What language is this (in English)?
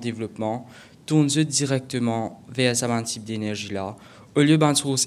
Morisyen